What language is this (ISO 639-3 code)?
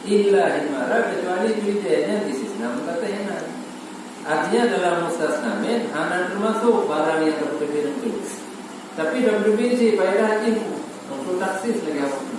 ace